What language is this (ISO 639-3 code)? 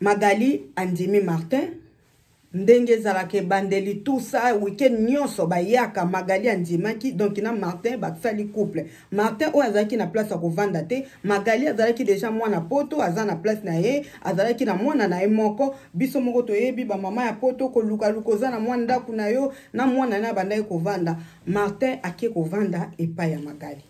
lin